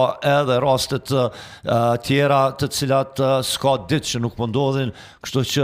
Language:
Albanian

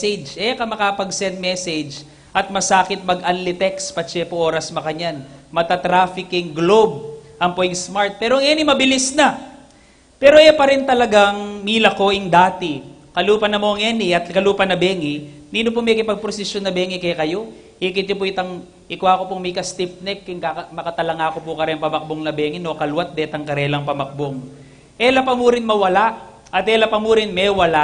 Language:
Pampanga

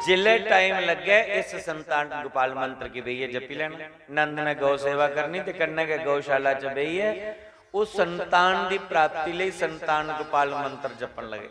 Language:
Dogri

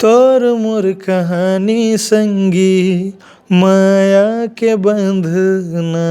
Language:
Chhattisgarhi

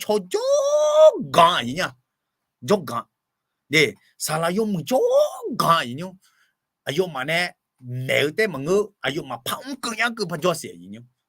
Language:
Akha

